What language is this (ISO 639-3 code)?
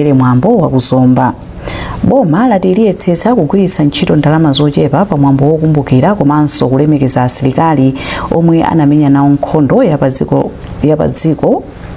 nya